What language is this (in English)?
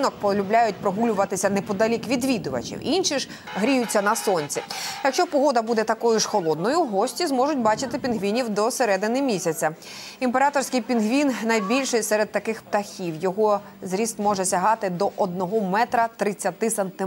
Ukrainian